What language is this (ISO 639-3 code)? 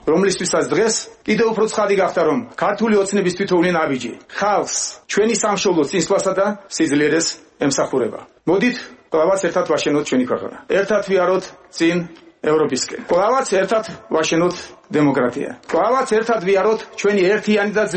kat